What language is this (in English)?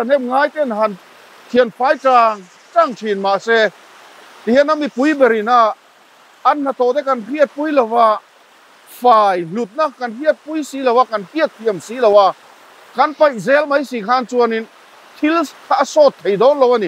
Mizo